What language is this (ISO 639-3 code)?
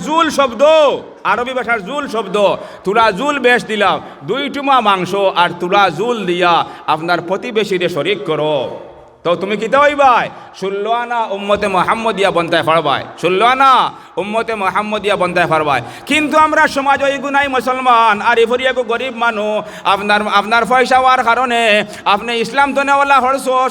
syl